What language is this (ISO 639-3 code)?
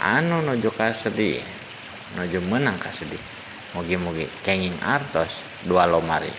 sun